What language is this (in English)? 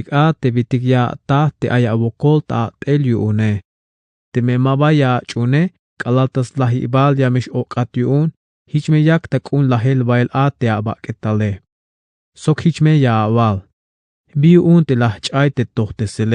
Tzeltal